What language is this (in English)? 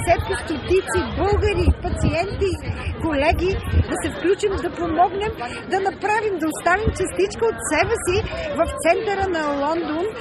Bulgarian